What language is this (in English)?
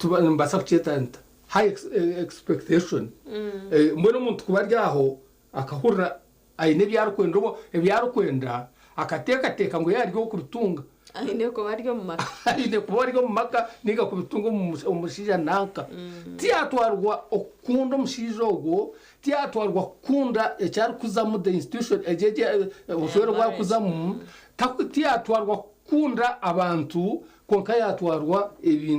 Nyankole